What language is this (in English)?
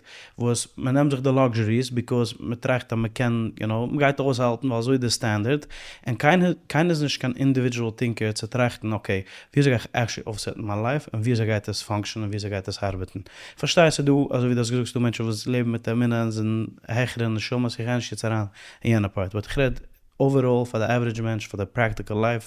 Yiddish